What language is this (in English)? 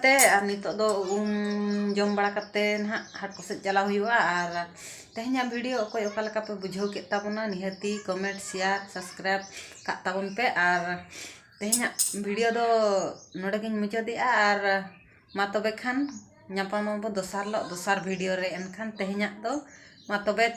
Santali